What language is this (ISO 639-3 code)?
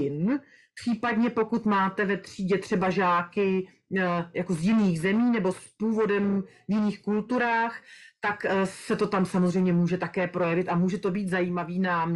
ces